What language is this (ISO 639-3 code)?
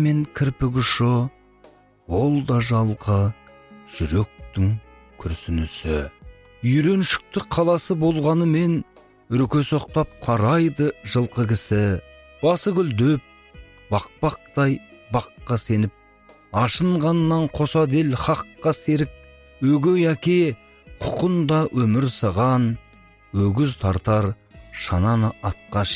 kaz